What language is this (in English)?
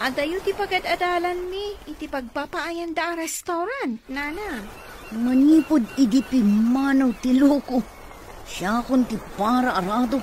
Iloko